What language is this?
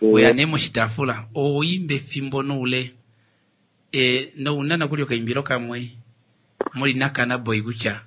Kuanyama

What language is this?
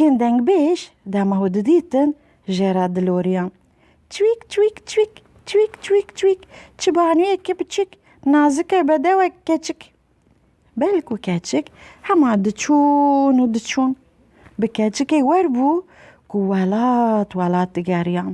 Kurdish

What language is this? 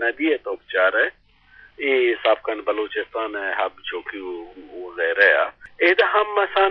Eastern Balochi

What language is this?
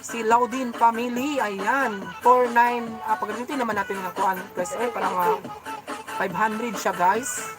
Cebuano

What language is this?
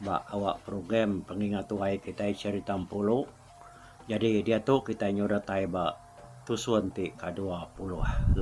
Iban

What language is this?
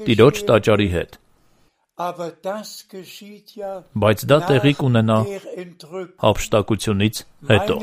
Armenian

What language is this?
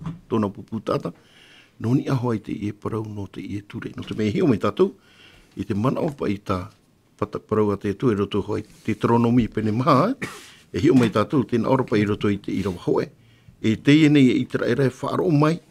Tahitian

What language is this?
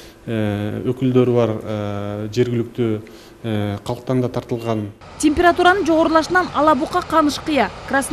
Kyrgyz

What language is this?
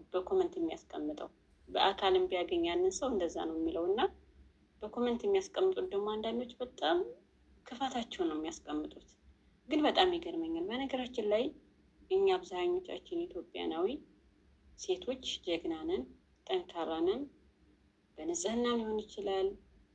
Amharic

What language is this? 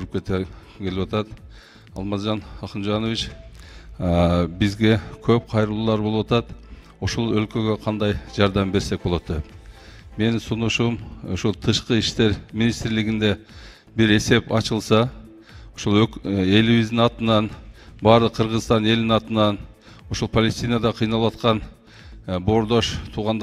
Kyrgyz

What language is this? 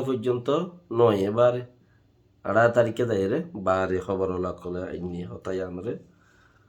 Rohingya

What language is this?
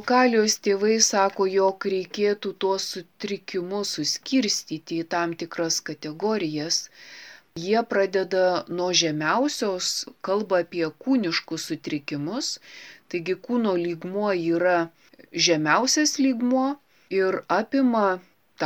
Lithuanian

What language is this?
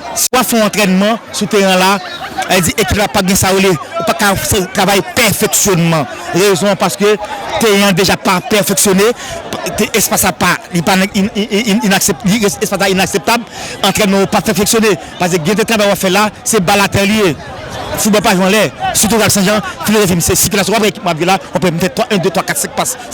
Haitian Creole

